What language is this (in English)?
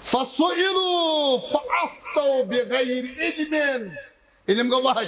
Kashmiri